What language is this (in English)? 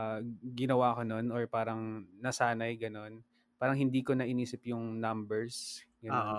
Filipino